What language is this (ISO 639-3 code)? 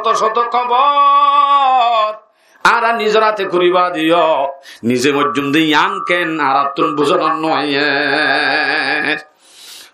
rhg